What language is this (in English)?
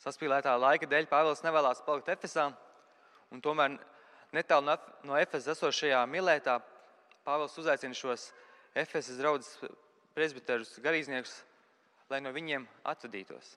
Latvian